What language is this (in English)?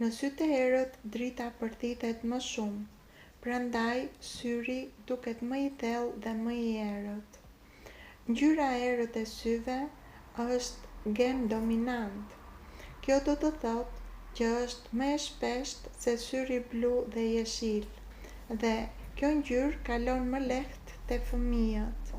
Albanian